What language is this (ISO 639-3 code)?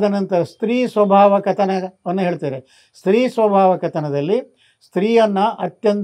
kan